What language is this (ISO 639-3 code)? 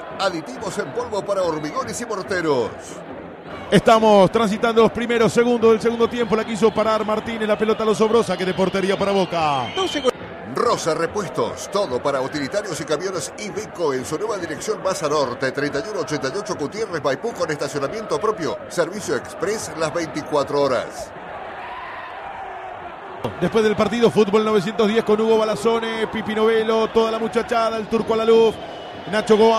spa